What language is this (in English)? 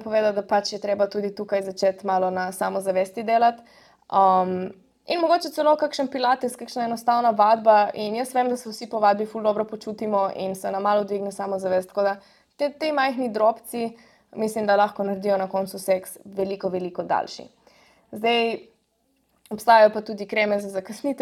Slovenian